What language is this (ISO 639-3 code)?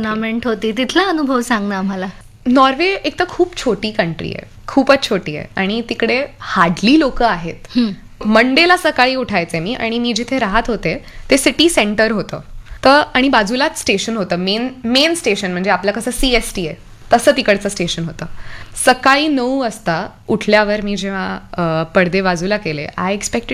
mar